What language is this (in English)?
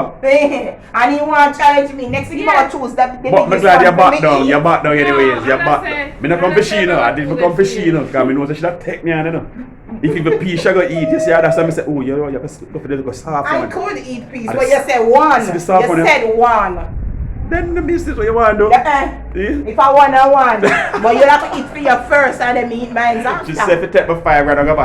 Jamaican Creole English